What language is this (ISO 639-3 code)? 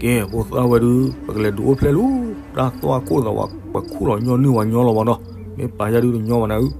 ksw